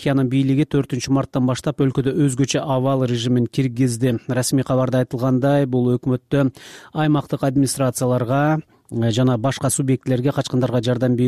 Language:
Kyrgyz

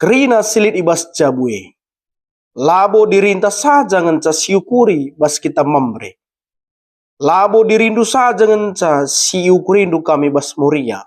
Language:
Batak Karo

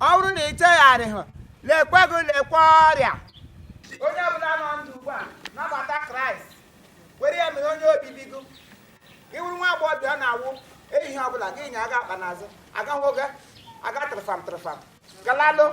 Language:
Igbo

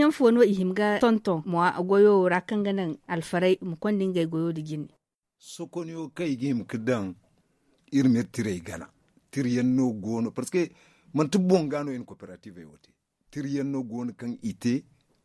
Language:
Zarma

